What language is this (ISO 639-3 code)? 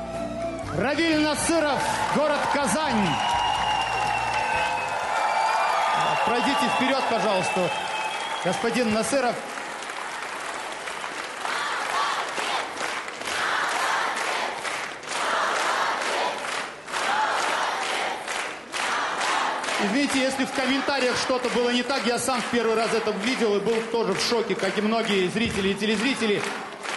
rus